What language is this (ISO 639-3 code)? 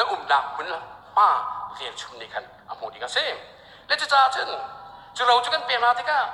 cnh